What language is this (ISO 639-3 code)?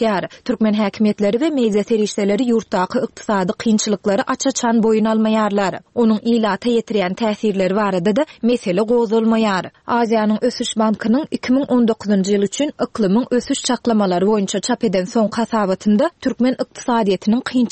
tuk